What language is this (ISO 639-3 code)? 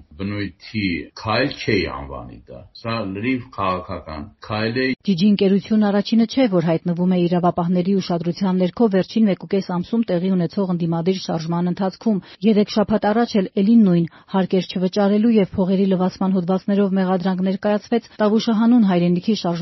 hye